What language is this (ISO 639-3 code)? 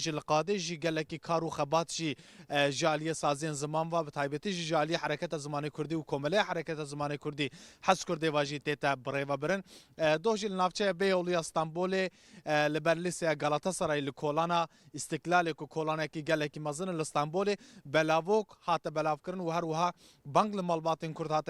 kur